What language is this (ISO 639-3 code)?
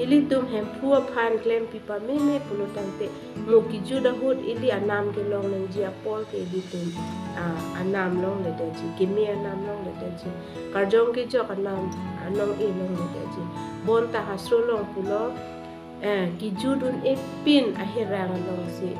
mjw